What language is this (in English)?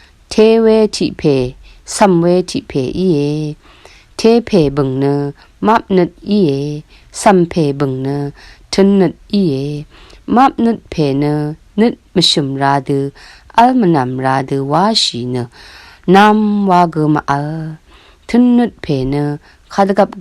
Rawang